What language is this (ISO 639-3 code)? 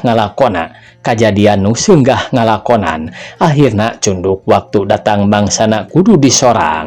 sun